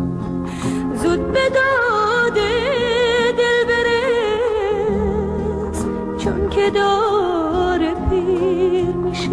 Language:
Persian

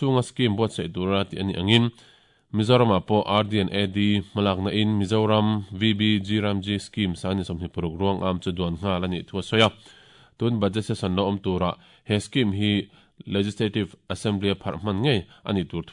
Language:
Mizo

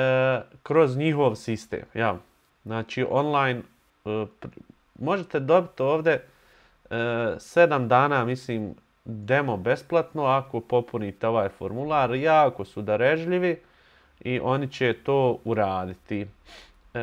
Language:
Bosnian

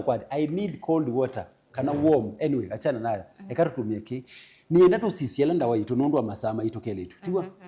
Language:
Kamba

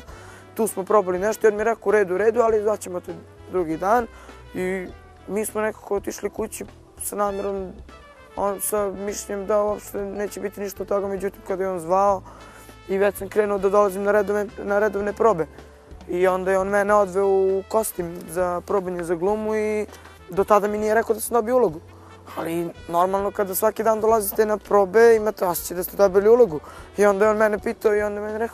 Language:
Serbian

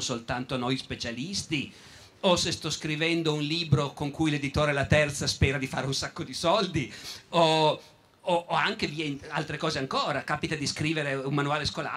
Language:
Italian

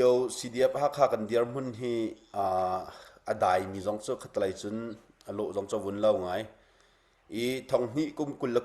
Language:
Hakha Chin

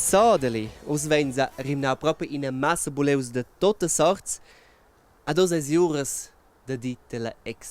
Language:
Romansh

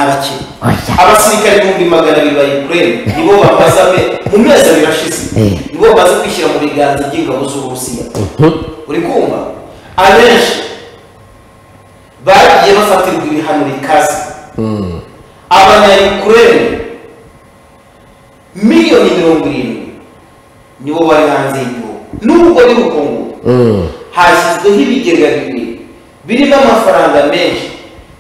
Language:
Kinyarwanda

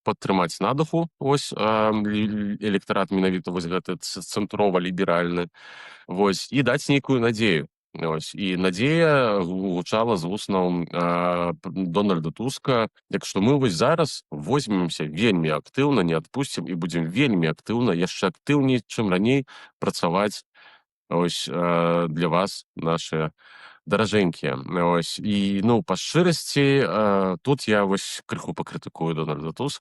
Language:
Belarusian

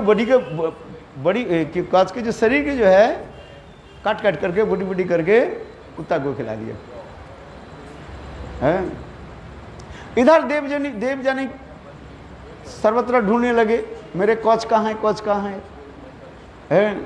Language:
Hindi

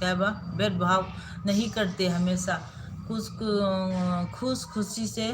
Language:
Manipuri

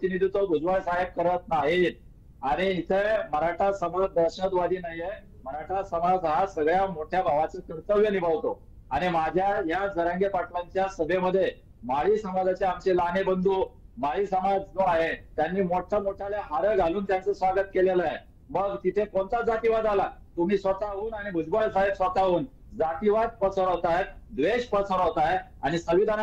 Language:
Marathi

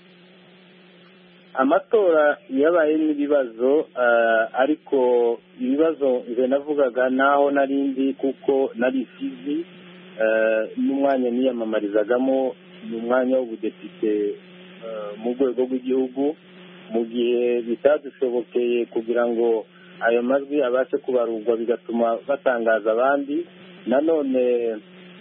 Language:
Kinyarwanda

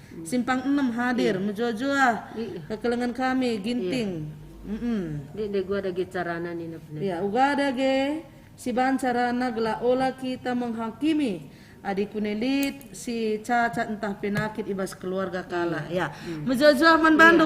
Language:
Batak Karo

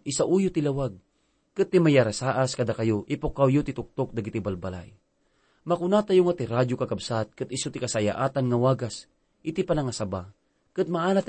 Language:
Iloko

